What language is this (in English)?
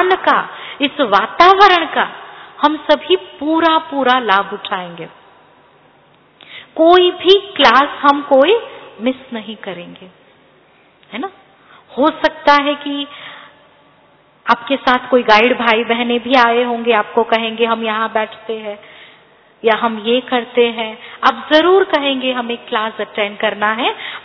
Hindi